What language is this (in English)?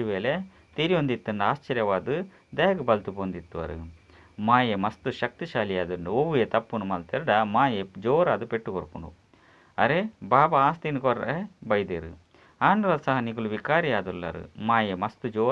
Tulu